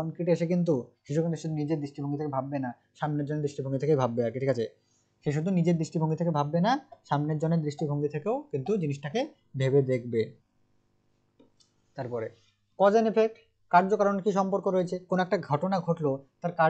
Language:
Bangla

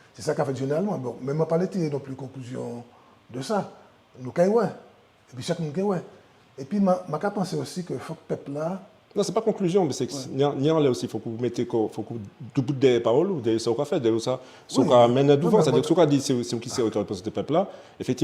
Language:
Guadeloupean Creole French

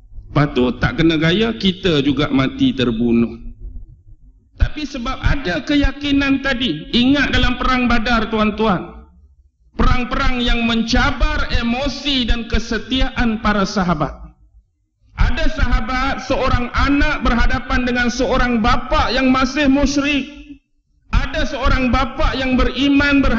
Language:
Malay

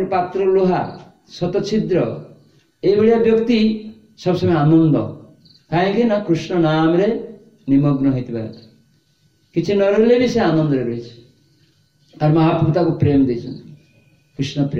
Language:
Odia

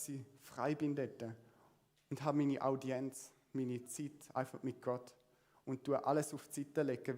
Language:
Swiss German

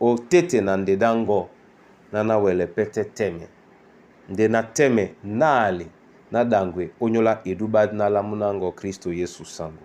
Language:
Duala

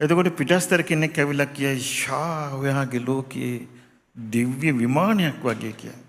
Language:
Sinhala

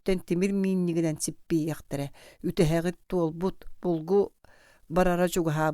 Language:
Yakut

